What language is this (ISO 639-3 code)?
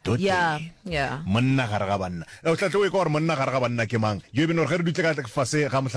nso